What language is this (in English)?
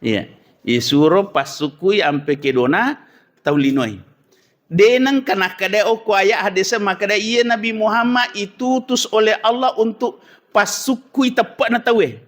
Buginese